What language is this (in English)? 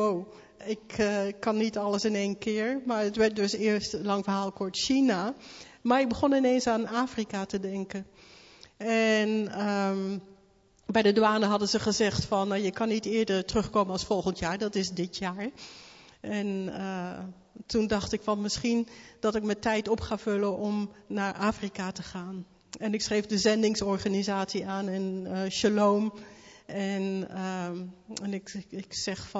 Dutch